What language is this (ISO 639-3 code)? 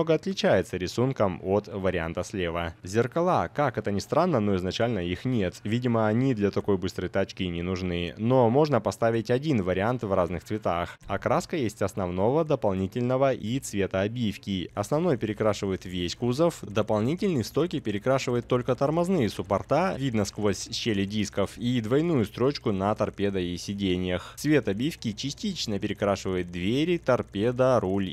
rus